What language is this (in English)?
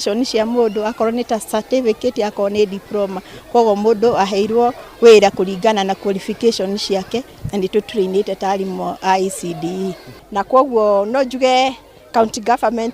Kikuyu